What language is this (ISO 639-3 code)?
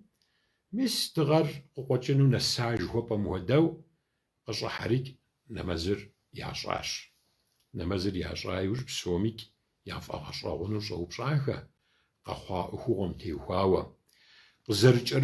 kbd